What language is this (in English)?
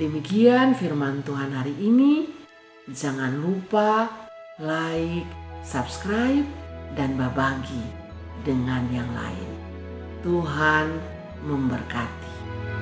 Kupang Malay